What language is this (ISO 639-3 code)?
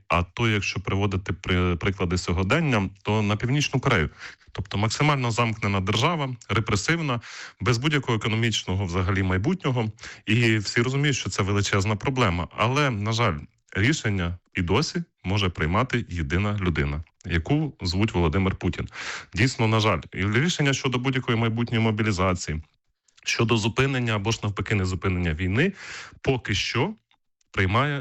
ukr